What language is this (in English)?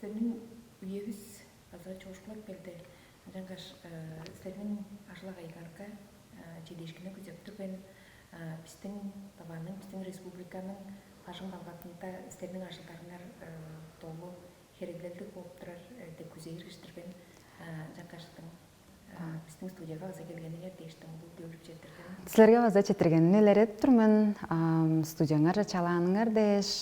Tuvinian